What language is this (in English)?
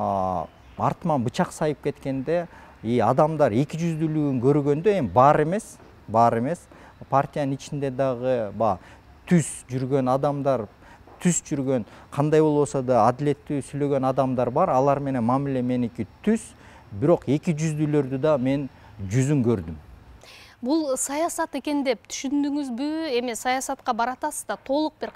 Kyrgyz